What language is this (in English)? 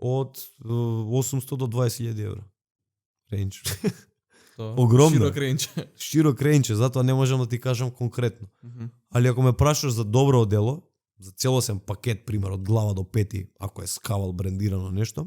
Macedonian